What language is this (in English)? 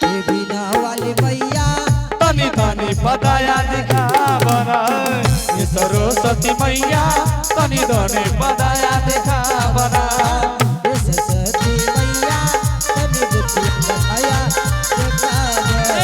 Angika